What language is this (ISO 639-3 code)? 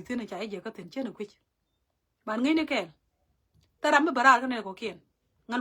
nus